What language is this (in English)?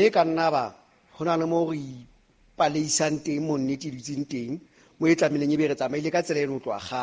Southern Sotho